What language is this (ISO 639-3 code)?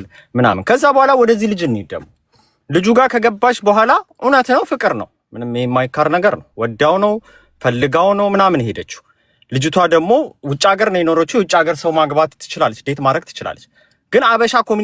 amh